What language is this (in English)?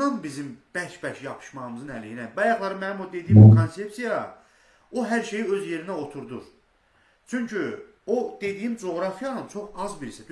Azerbaijani